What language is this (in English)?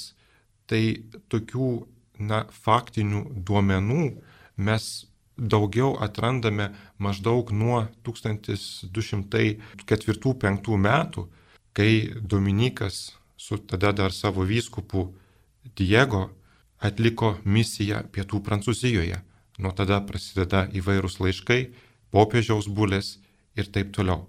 Lithuanian